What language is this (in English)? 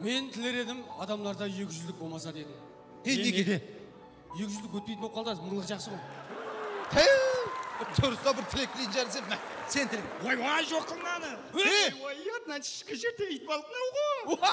Kara-Kalpak